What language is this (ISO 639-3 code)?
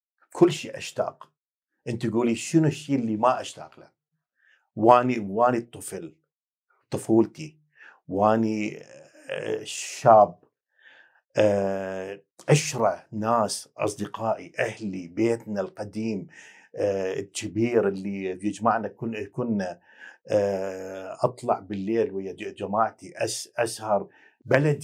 acm